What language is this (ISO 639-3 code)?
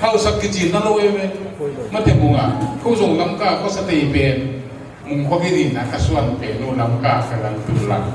ctd